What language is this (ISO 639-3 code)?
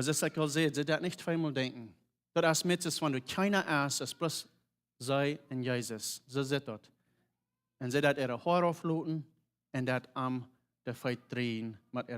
pdt